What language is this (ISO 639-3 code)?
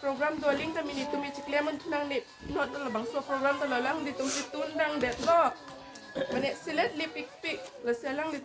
mjw